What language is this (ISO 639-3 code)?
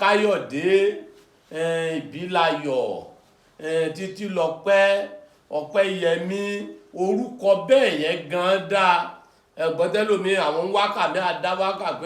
yor